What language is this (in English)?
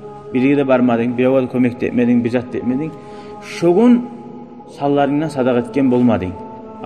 Kumyk